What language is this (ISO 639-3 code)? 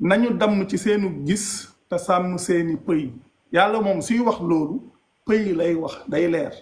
wol